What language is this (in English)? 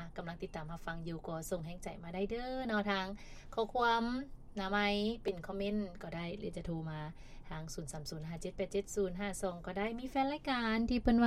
Lao